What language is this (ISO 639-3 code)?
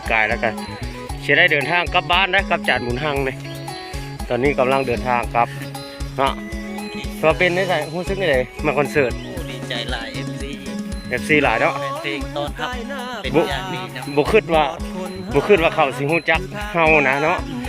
lao